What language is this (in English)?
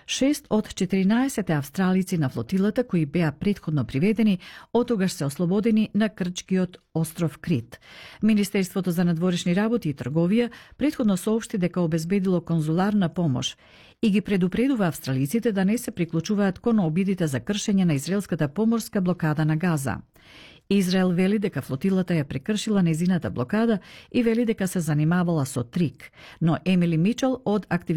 Macedonian